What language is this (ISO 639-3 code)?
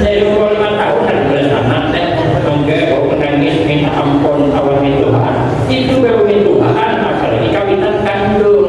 bjn